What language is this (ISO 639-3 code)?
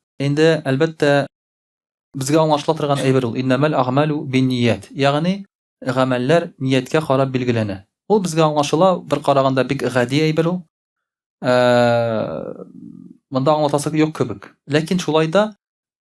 tat